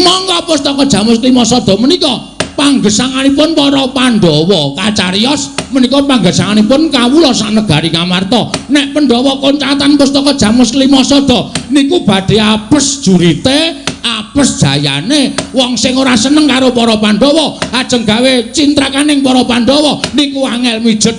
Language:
Javanese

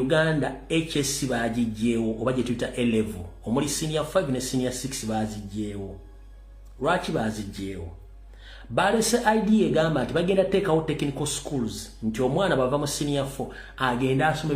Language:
Ganda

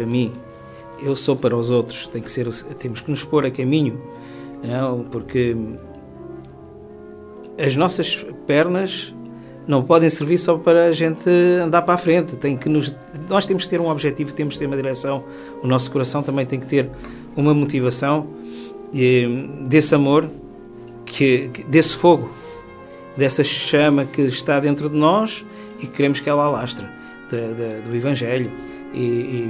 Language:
Portuguese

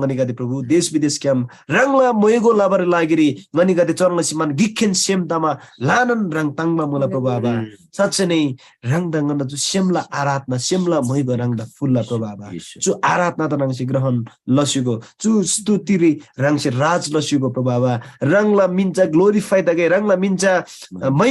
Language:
Eastern Tamang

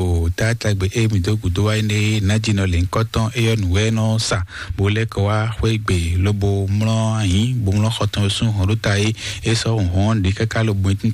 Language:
Fon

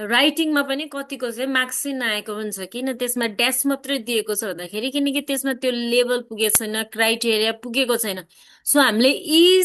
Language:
Nepali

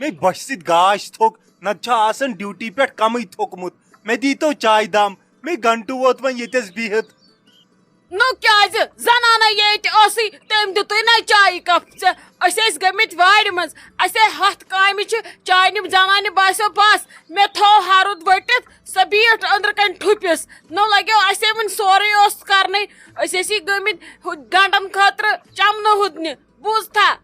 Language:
Kashmiri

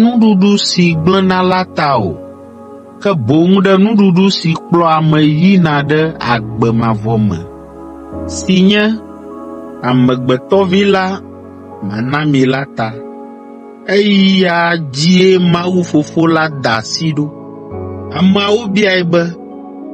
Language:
Ewe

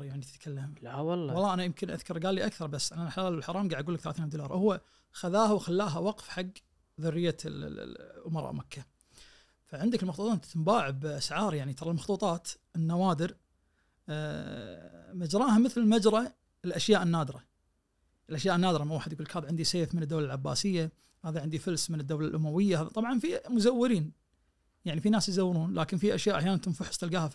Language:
Najdi Arabic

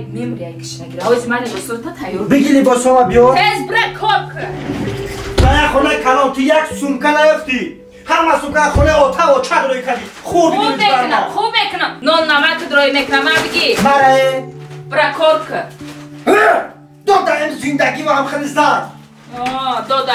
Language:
Tajik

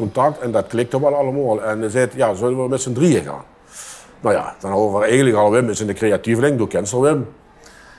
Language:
Limburgish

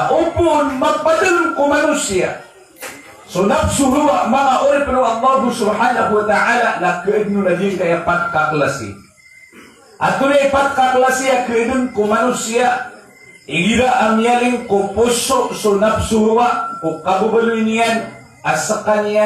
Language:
Maranao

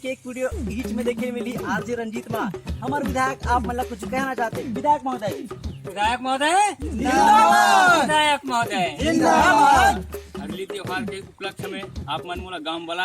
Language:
Chhattisgarhi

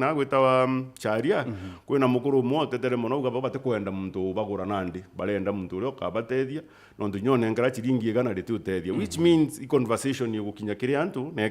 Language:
Meru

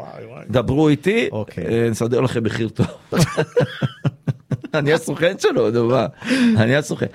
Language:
Hebrew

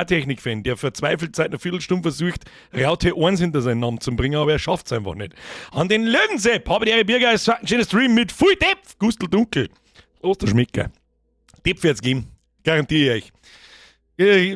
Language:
Bavarian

